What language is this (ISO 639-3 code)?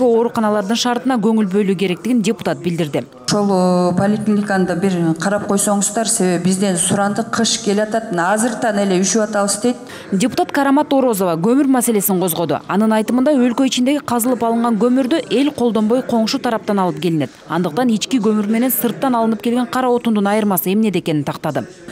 kir